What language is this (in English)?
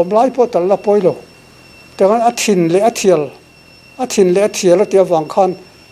Mizo